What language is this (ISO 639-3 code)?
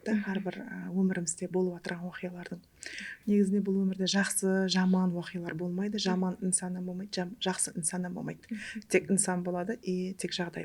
kaa